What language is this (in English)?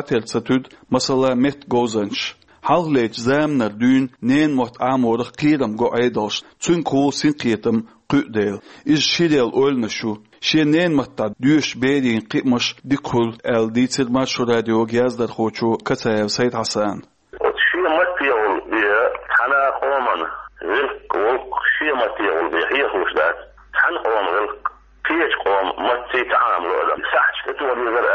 Chechen